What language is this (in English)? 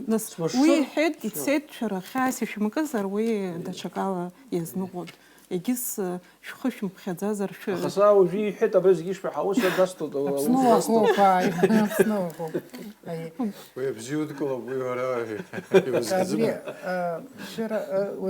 Abkhazian